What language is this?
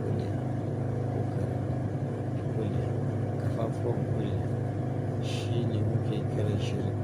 Hausa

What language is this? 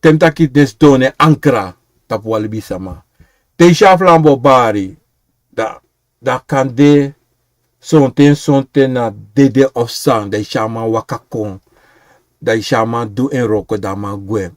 Sranan Tongo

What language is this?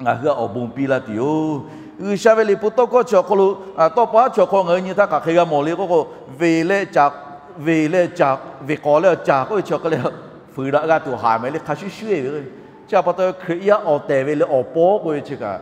Lahu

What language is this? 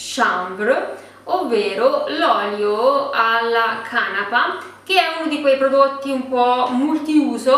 Italian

